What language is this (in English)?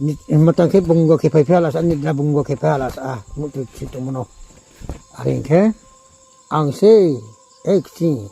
Riang (India)